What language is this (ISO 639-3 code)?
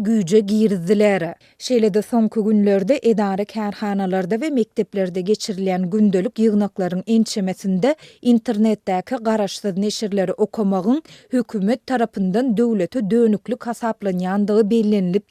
tuk